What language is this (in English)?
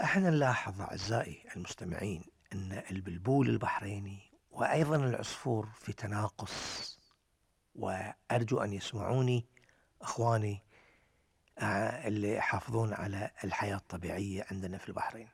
Gulf Arabic